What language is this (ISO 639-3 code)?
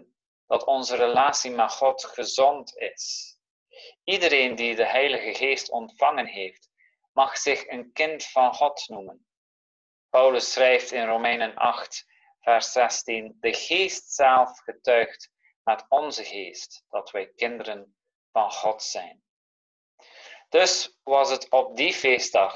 nld